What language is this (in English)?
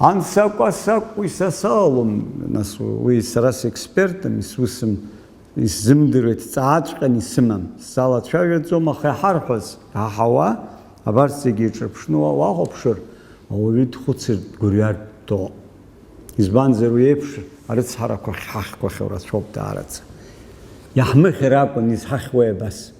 Abkhazian